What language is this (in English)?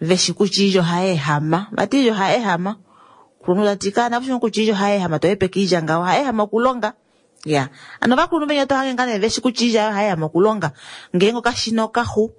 Kuanyama